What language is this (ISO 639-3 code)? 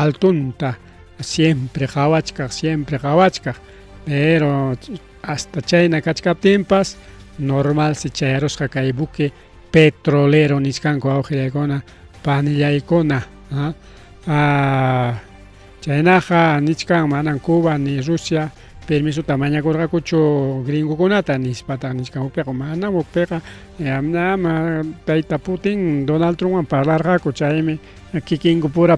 quy